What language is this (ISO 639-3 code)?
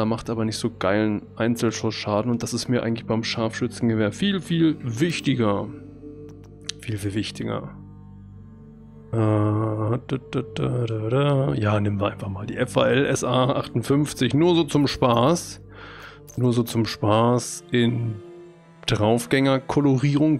deu